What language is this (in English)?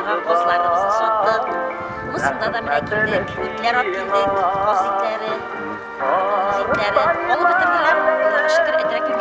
Tatar